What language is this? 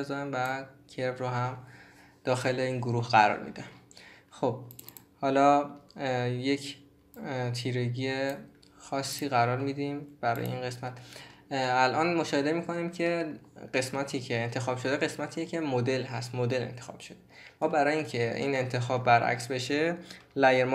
Persian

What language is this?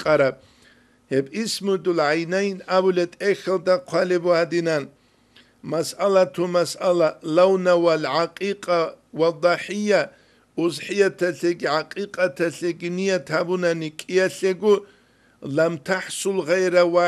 Avaric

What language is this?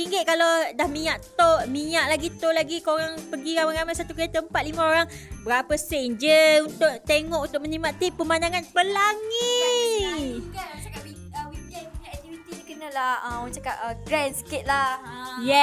Malay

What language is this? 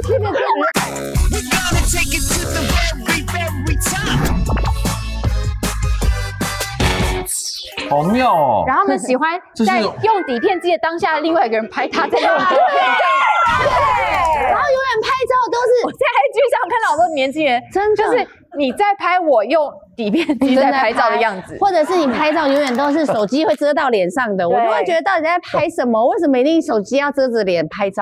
Chinese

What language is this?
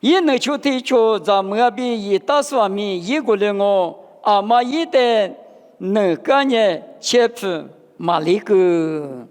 Lisu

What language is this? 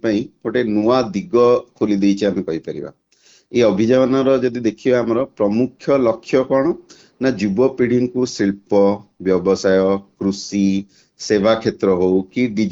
Odia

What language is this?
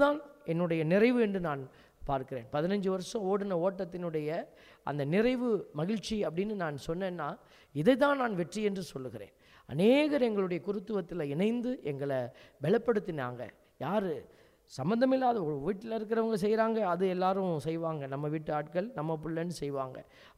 Tamil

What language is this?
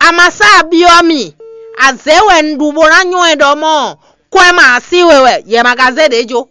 Fon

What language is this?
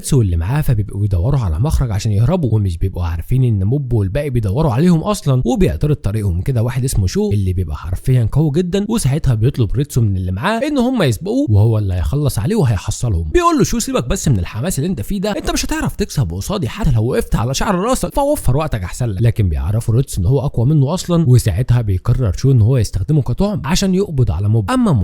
Egyptian Arabic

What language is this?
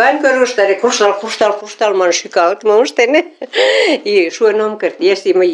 Mari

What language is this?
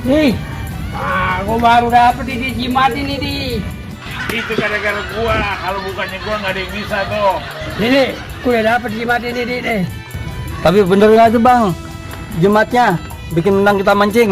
Betawi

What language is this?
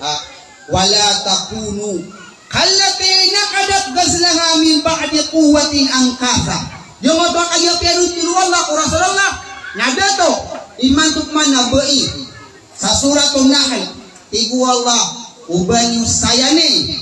Maranao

